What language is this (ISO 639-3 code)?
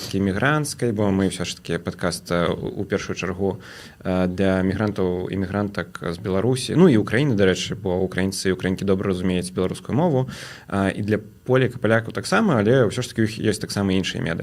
bel